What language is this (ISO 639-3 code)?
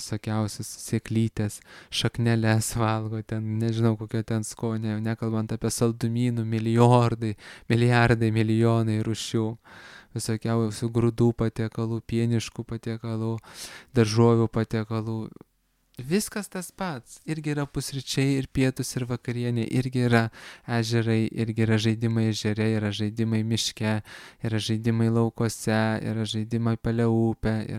lit